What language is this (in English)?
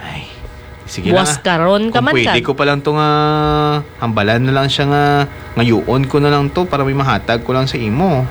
Hiligaynon